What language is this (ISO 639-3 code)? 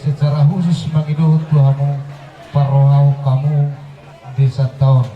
bbc